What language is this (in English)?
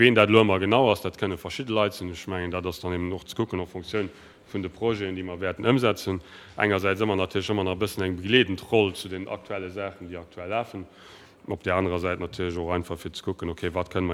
Luxembourgish